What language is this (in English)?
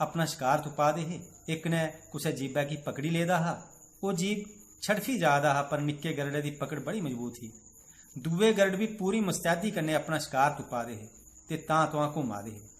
Dogri